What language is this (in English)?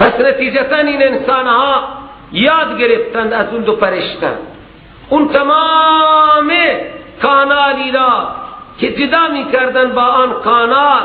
Persian